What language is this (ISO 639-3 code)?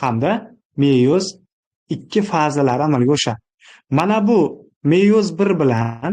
uzb